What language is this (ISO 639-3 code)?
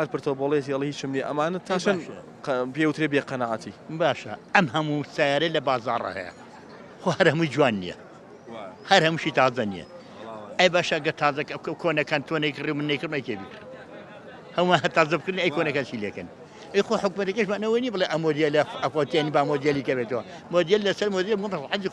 ckb